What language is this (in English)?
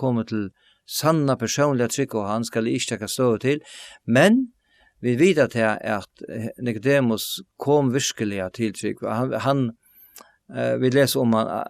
Faroese